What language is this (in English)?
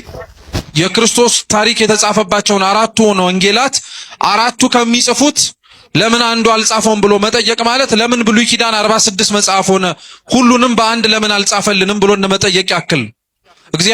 Amharic